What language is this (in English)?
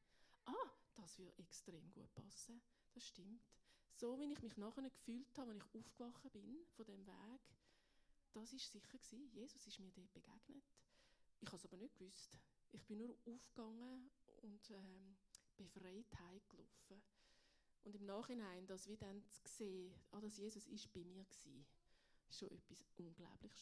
Swiss German